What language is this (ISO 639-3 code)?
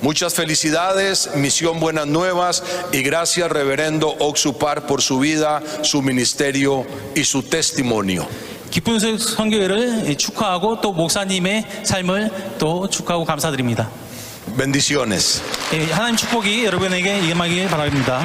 aym